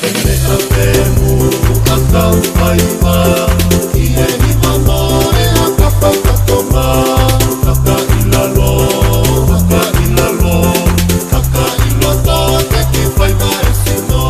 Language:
Tongan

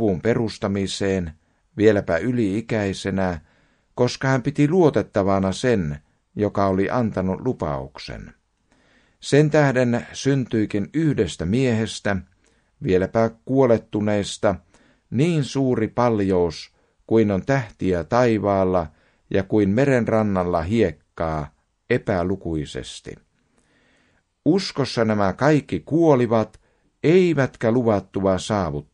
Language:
Finnish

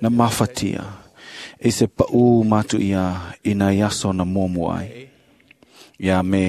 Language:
Samoan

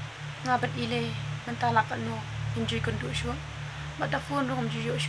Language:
Khasi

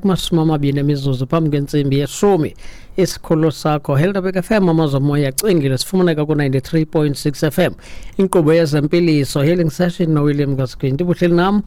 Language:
Xhosa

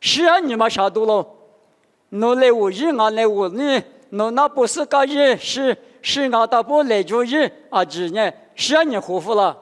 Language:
Lisu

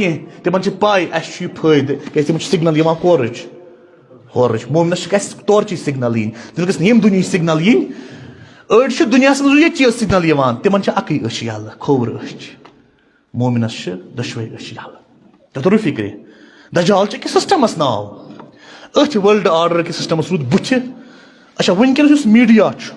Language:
Kashmiri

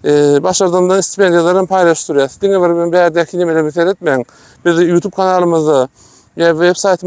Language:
Turkmen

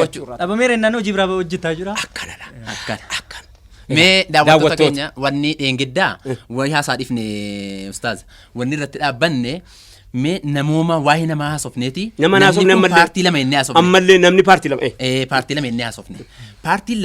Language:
Oromo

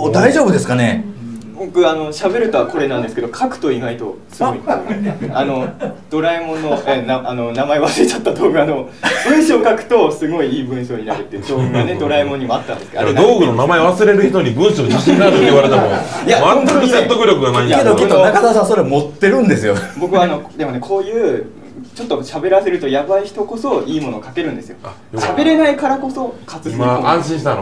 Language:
Japanese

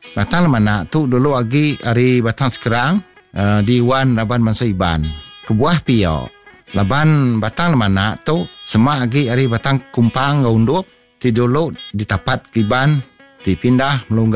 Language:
Iban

